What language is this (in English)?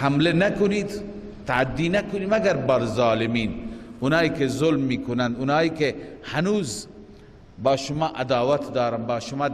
Persian